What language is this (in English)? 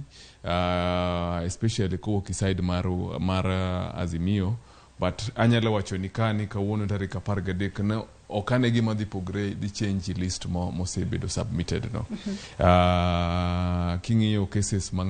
Luo (Kenya and Tanzania)